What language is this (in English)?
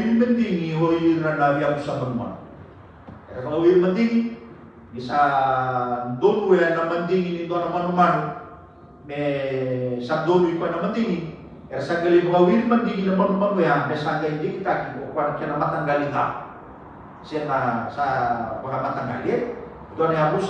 Fijian